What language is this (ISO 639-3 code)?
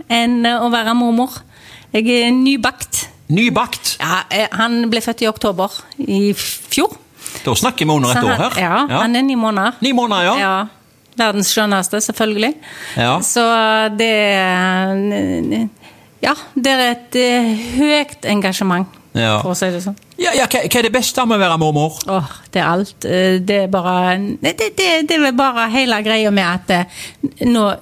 nor